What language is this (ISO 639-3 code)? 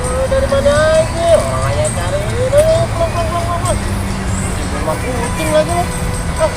bew